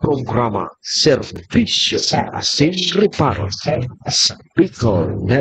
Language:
Bikol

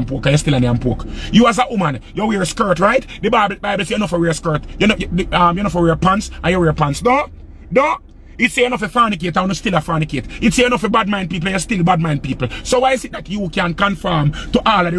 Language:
Jamaican Creole English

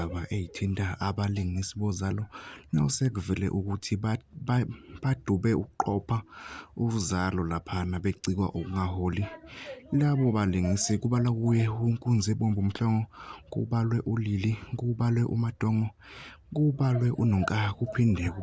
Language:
Zulu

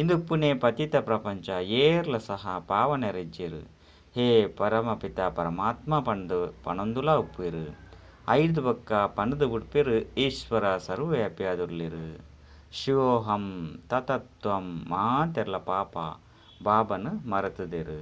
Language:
Tulu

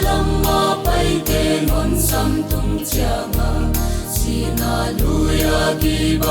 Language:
Paite Chin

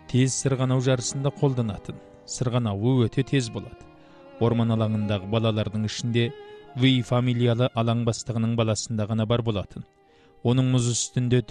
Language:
Kazakh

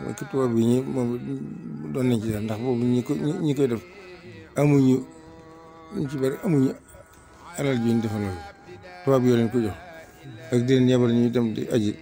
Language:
Wolof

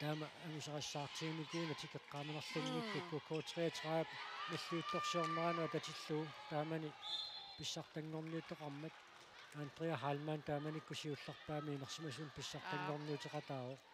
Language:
Kalaallisut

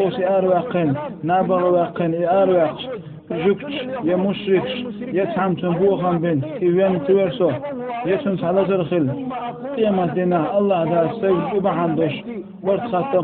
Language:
Chechen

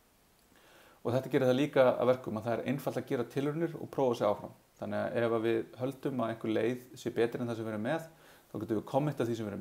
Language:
Icelandic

